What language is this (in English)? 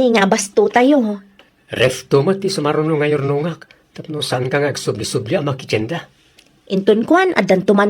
Iloko